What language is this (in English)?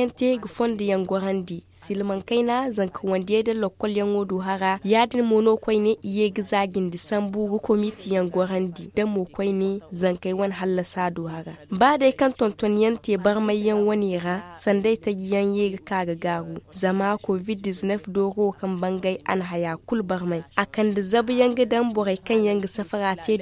Zarma